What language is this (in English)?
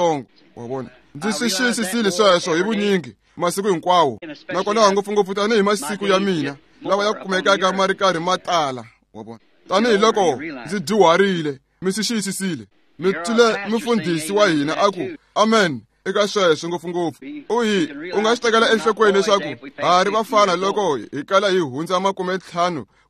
Tsonga